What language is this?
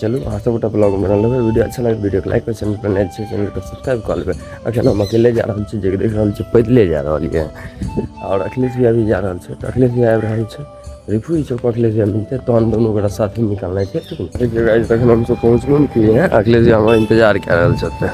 Maithili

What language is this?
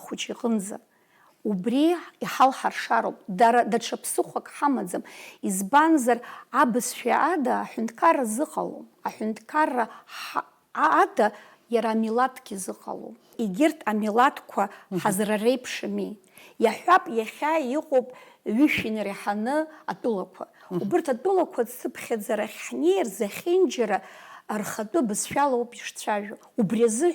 Abkhazian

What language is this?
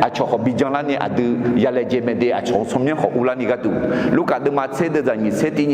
Akha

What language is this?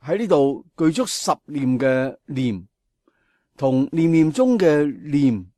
Cantonese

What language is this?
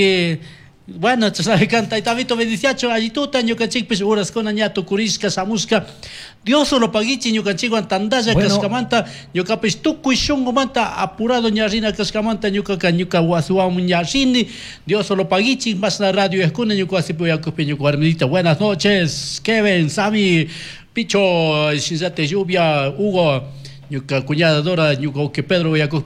Chimborazo Highland Quichua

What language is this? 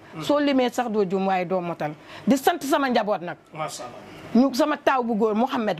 Wolof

